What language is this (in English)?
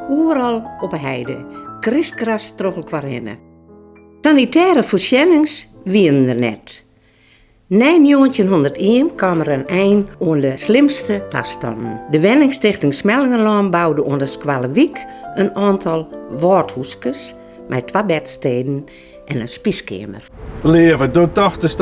Western Frisian